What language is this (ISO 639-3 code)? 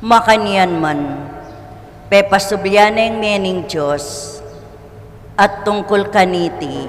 pam